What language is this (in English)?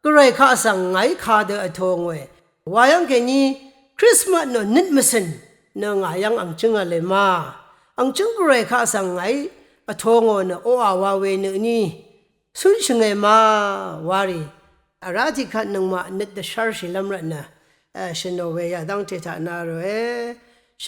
Rawang